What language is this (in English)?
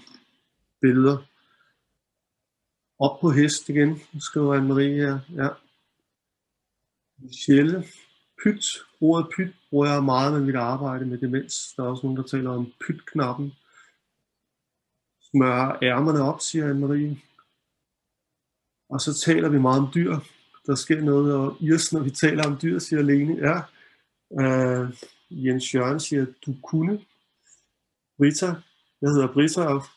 Danish